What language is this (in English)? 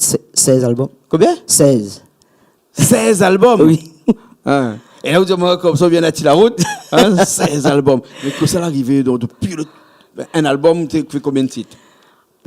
Réunion Creole French